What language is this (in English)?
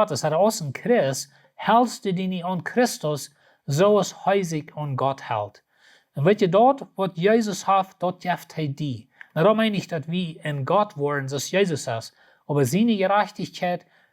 Plautdietsch